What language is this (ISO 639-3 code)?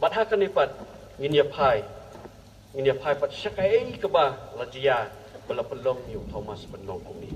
kha